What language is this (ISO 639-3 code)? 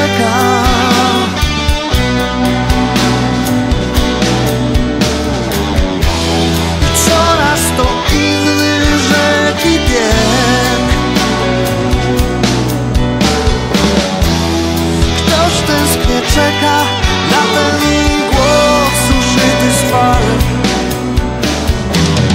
pol